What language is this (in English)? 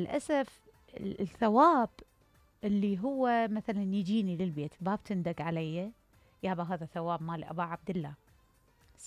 Mesopotamian Arabic